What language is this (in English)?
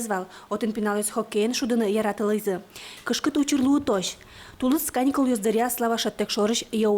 Udmurt